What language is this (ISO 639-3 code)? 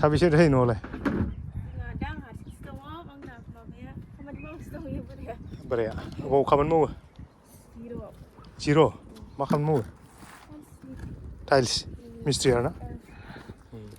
brx